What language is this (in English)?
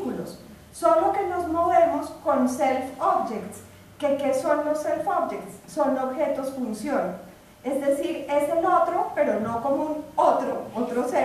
Spanish